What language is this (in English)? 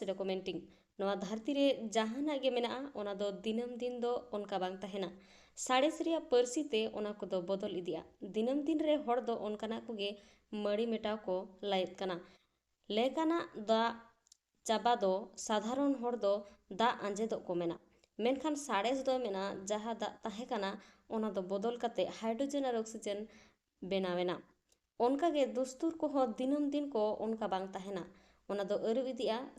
Santali